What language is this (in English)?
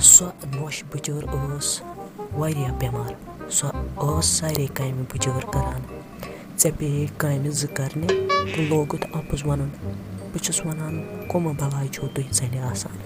Kashmiri